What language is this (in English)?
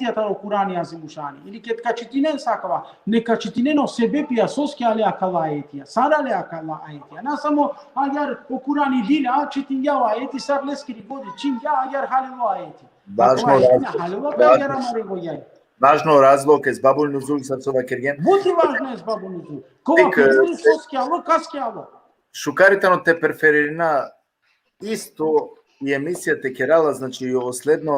Balkan Romani